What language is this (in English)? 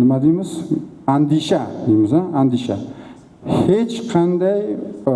Uzbek